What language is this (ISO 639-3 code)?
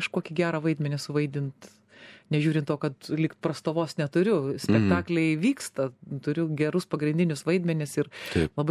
lit